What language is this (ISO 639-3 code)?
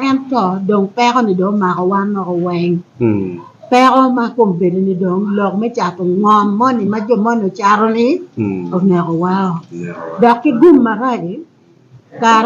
ach